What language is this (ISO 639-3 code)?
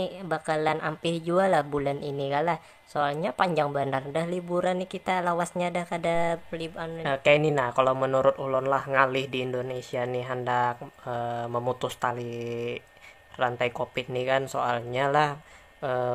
bjn